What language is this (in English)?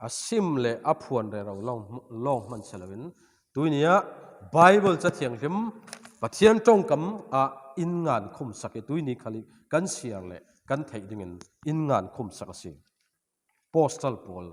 Falam Chin